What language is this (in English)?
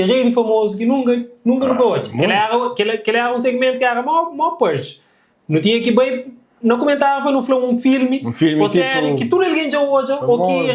Kabuverdianu